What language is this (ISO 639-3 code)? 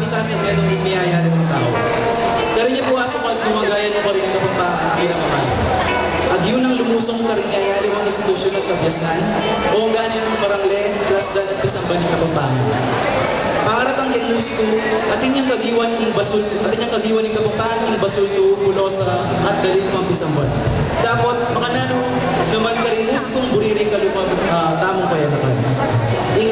pam